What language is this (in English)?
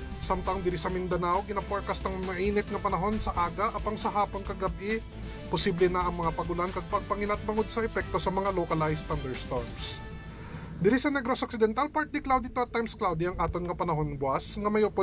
Hiligaynon